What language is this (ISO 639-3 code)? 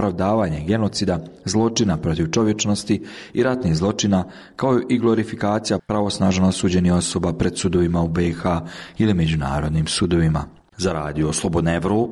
bos